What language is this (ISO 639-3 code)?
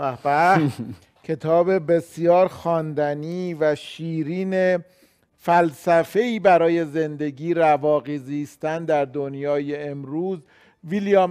fas